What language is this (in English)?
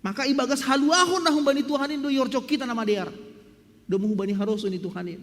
Batak Simalungun